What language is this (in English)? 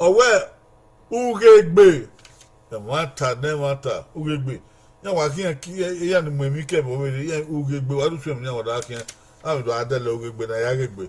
Bini